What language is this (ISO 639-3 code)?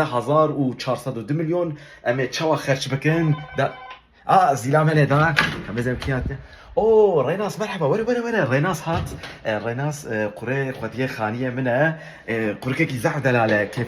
kur